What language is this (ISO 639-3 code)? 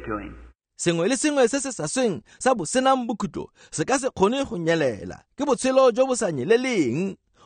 tsn